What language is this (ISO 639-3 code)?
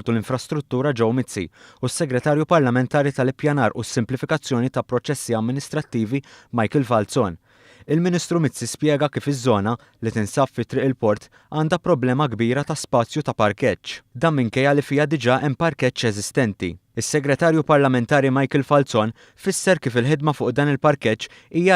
mlt